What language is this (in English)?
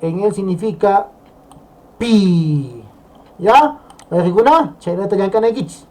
Quechua